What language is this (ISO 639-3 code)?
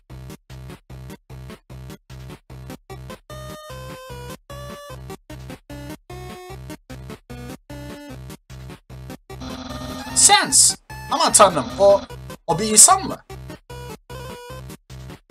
tur